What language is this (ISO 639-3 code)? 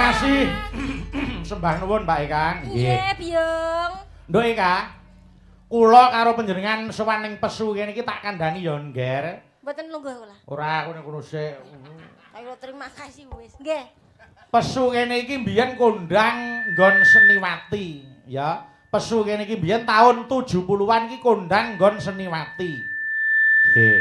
jav